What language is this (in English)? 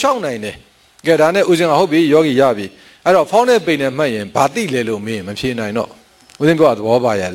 Burmese